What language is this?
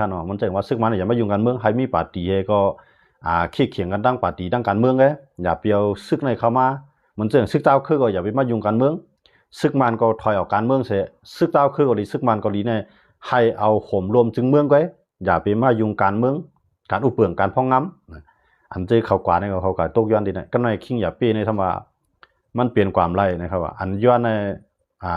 Shan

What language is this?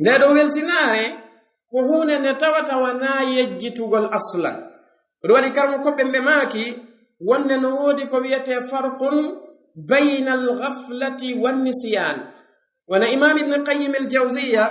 Fula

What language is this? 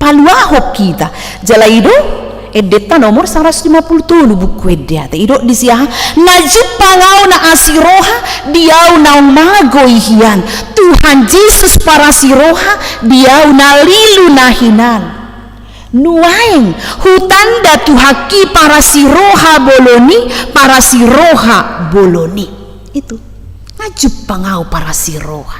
Batak Toba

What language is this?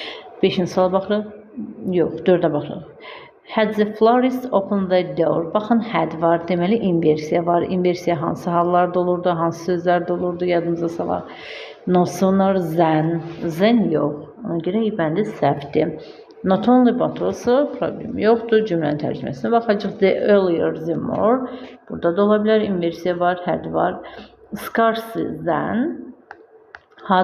Azerbaijani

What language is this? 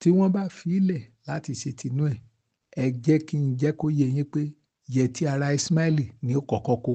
Yoruba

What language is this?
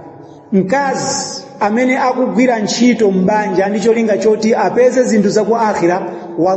Nyanja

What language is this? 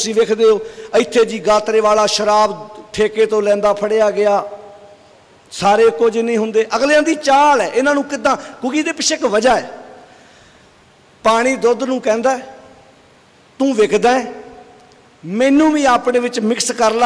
Punjabi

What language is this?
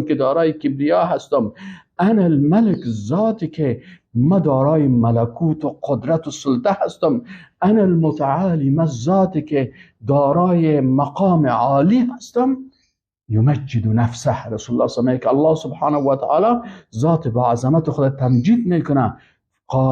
Persian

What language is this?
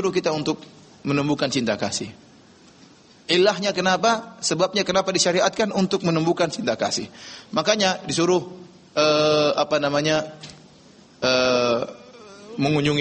Indonesian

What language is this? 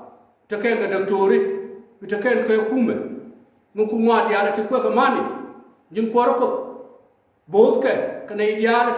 Nuer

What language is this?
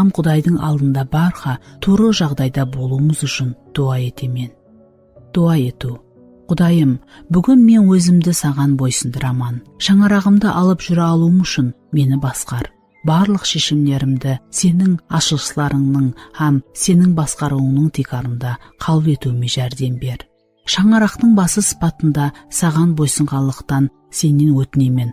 Kara-Kalpak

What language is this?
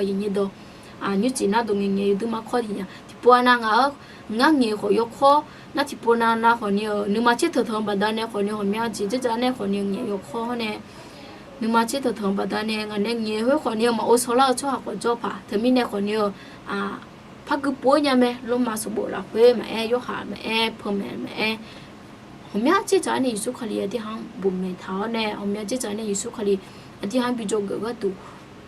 Akha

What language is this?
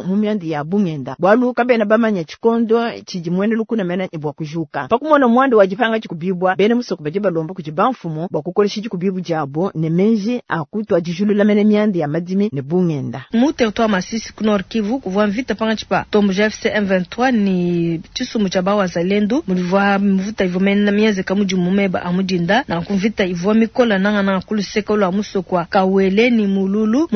Luba-Lulua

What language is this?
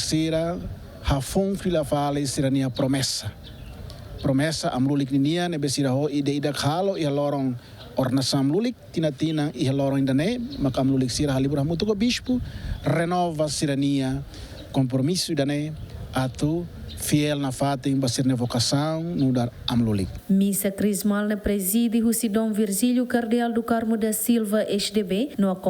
Tetum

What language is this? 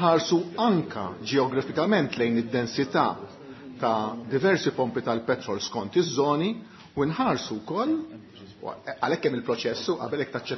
Maltese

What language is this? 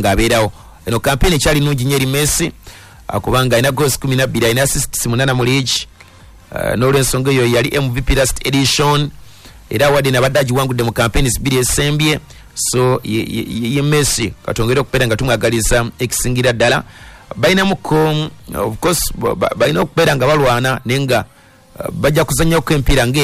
Ganda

